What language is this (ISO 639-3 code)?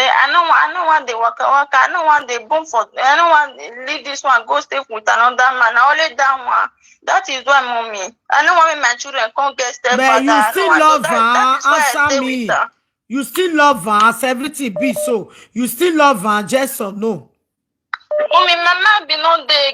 pcm